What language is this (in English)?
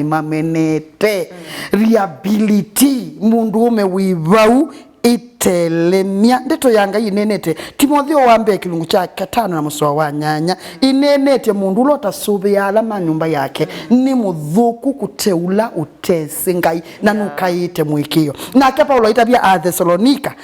Kamba